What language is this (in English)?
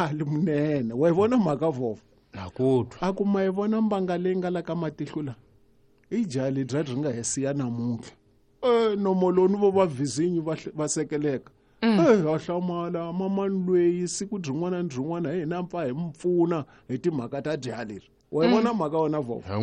Tsonga